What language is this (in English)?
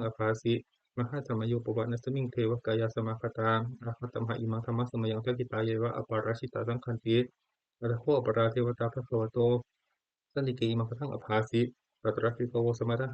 Pali